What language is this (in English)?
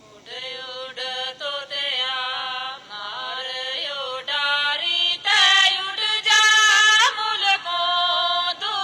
Gujari